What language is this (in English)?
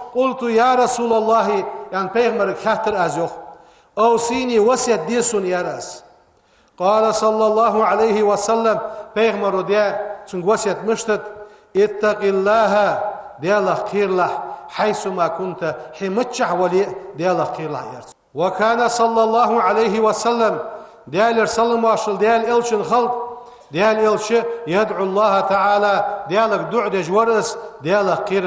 Ingush